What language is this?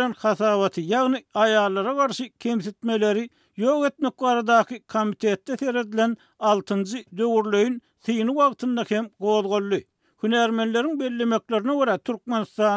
Turkmen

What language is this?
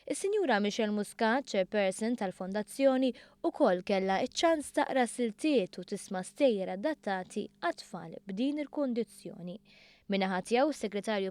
Maltese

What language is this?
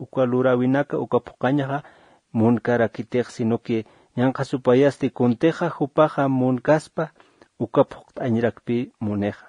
Aymara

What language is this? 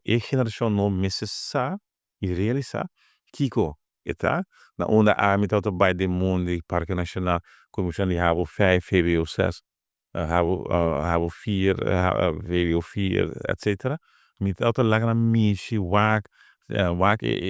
Papiamento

